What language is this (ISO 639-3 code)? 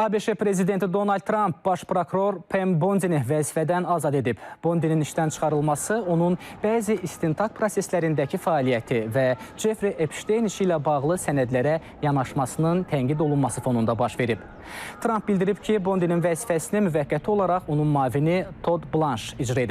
aze